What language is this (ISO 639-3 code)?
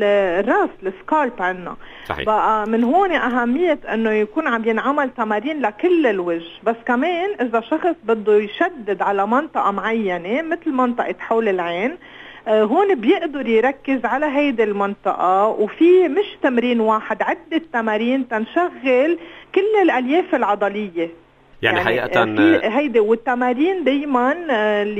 apc